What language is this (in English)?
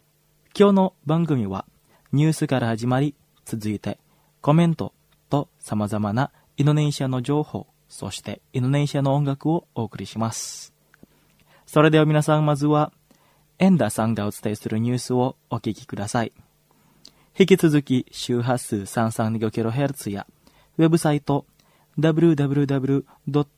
Japanese